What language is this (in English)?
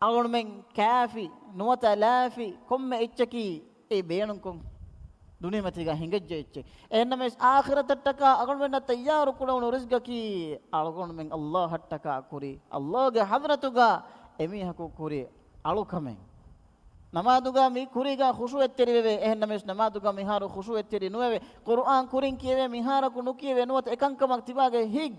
Divehi